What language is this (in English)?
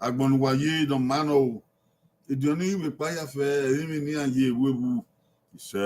Bini